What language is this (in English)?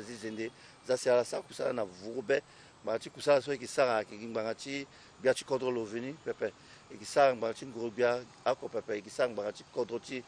Sango